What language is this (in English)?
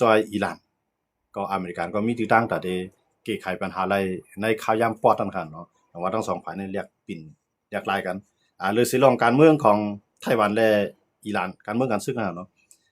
Shan